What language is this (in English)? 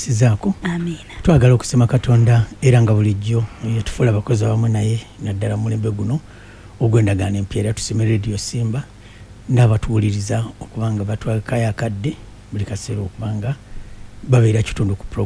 Ganda